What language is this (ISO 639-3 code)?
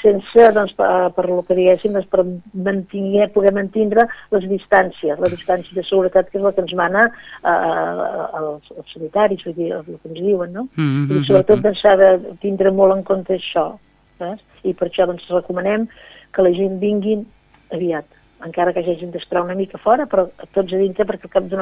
cat